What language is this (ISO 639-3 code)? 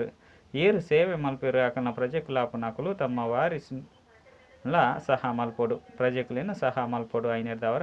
tcy